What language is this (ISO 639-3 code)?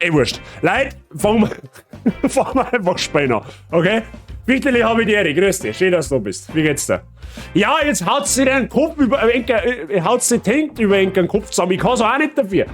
bar